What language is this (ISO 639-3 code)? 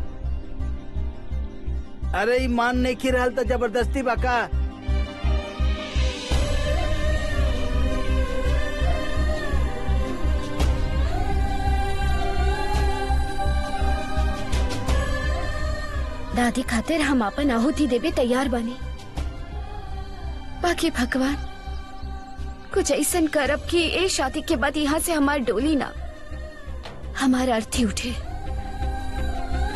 bho